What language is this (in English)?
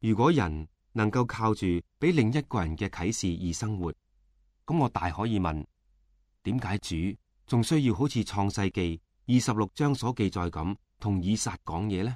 Cantonese